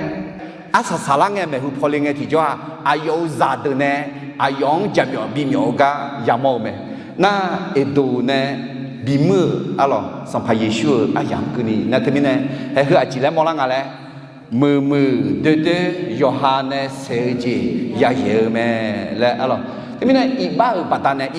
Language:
Akha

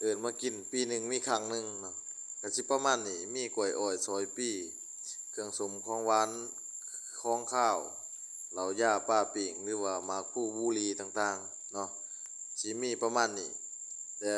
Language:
Lao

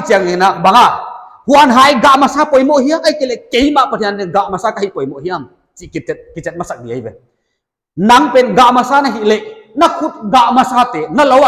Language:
Paite Chin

